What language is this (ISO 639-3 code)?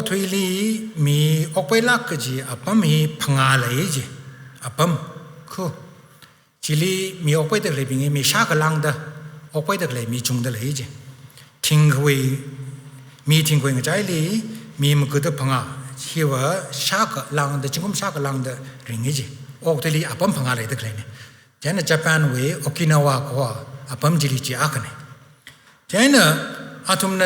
nmf